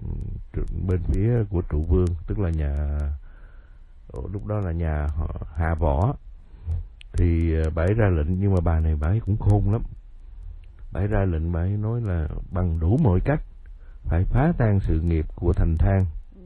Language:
Vietnamese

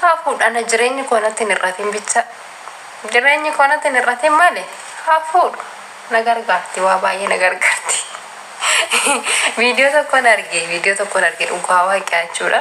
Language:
Oromo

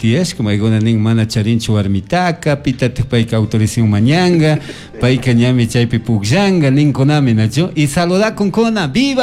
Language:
Chimborazo Highland Quichua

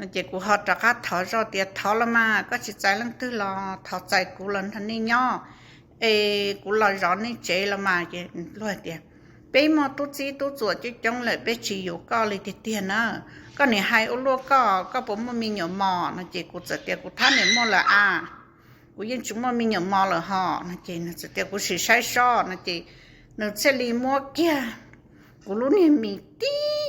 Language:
Hmong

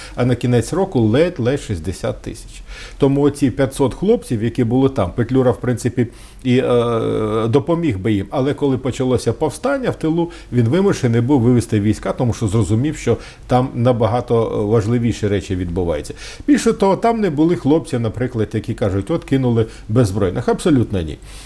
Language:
Ukrainian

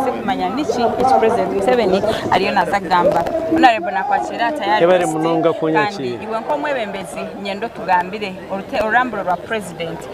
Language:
Nyankole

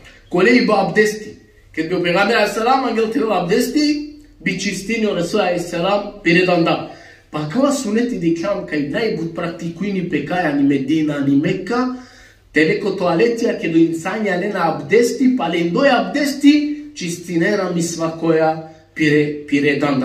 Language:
Balkan Romani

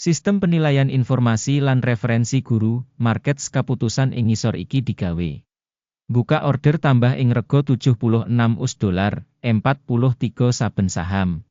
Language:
Javanese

